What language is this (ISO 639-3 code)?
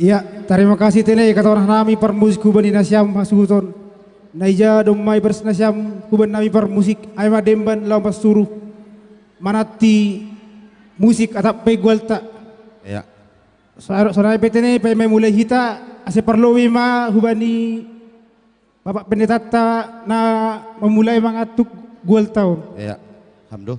bts